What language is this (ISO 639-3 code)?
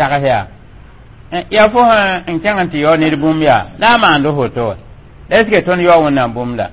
mos